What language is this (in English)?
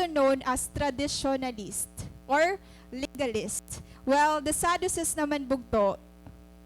Waray